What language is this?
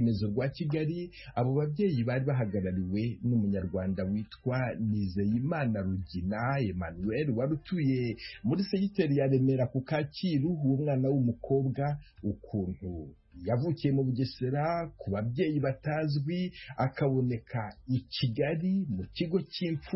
Kinyarwanda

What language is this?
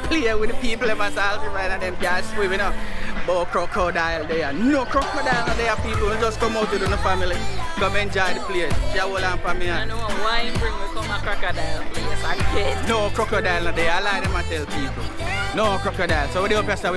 Jamaican Creole English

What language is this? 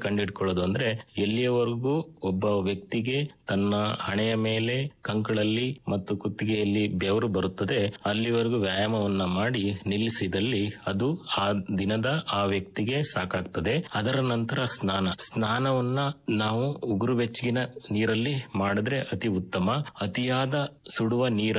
Kannada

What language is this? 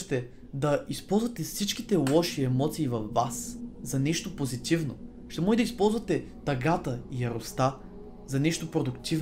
Bulgarian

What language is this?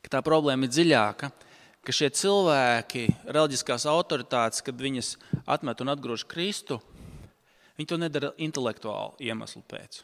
Latvian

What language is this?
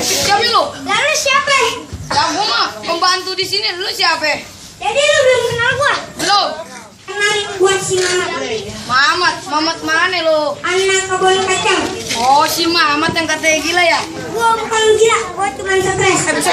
Betawi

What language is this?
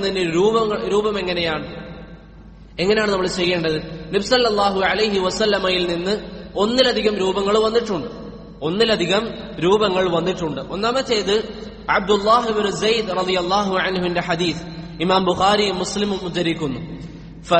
Malayalam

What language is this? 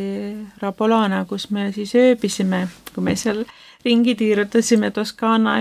Estonian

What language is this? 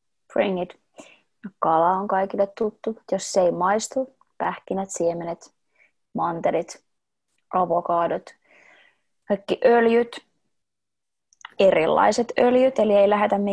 Finnish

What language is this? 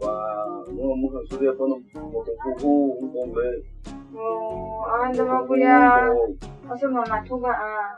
Kok Borok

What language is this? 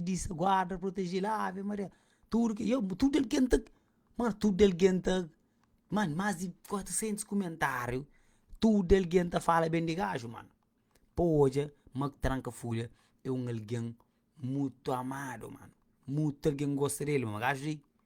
Kabuverdianu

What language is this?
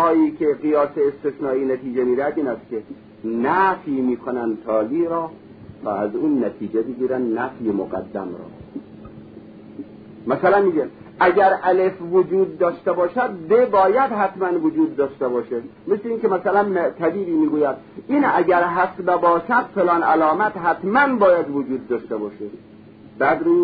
Persian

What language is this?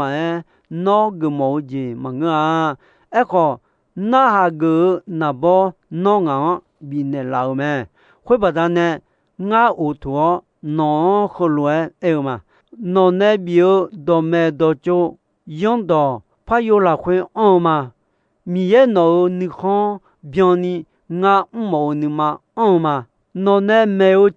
Akha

